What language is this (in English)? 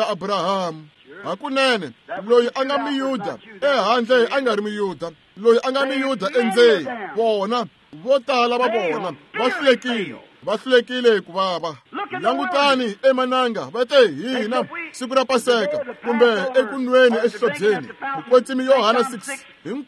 Tsonga